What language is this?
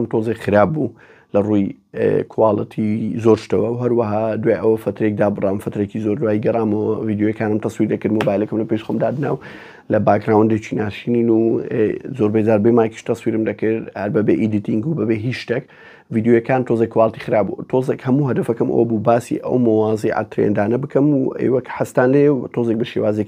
Central Kurdish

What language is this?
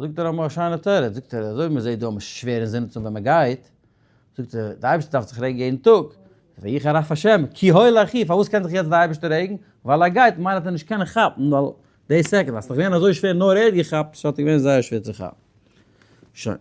Yiddish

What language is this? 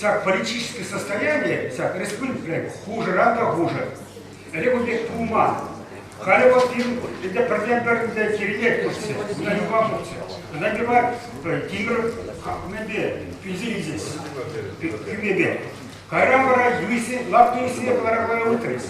Chuvash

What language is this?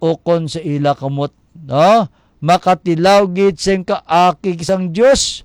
Hiligaynon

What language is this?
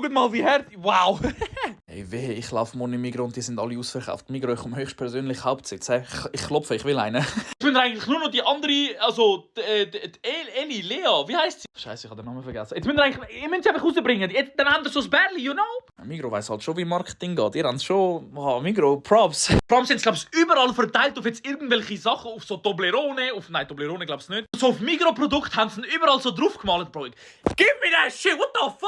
Swiss German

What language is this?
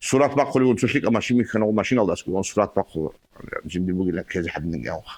Avaric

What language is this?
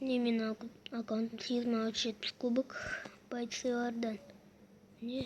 Kazakh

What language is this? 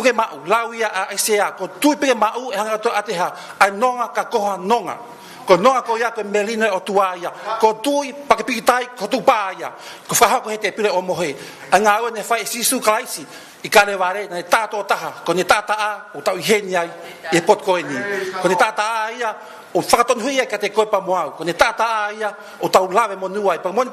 Tongan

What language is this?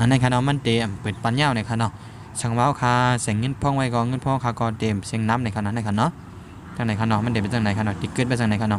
Shan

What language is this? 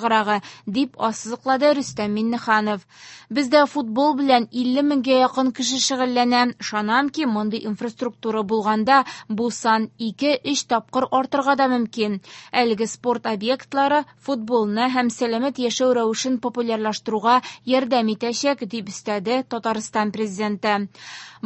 Tatar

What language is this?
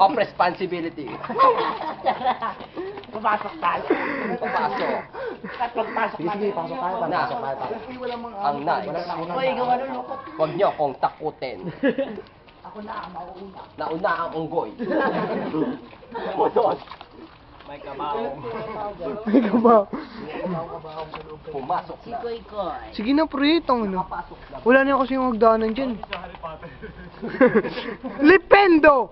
Filipino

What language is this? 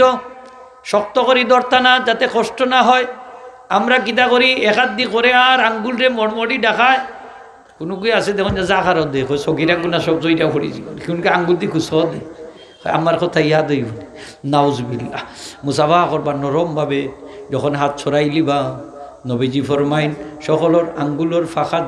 Sylheti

